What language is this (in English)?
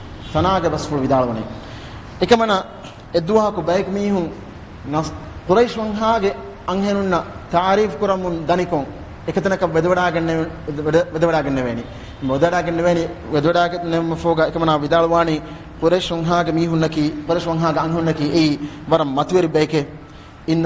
Divehi